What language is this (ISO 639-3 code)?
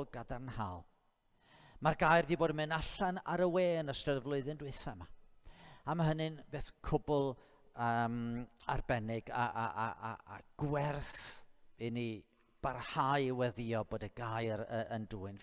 cym